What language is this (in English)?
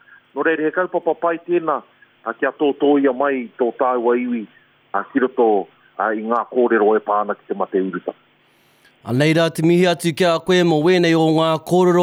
Māori